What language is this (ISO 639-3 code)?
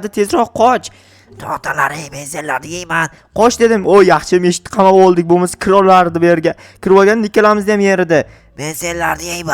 uzb